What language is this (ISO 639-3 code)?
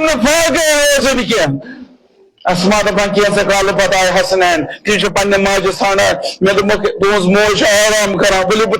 kas